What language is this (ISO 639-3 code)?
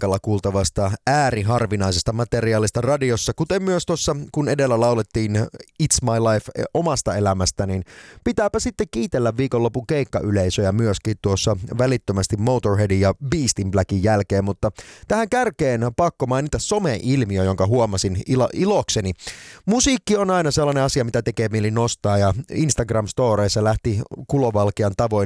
fin